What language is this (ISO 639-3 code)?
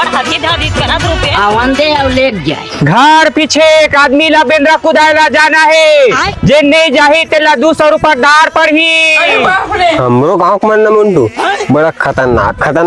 hne